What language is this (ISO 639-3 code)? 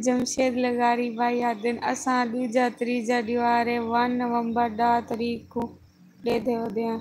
skr